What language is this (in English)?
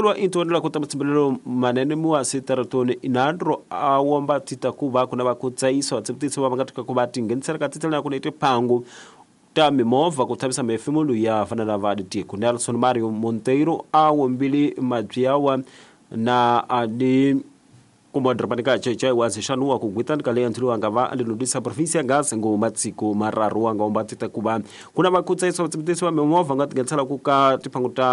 Tsonga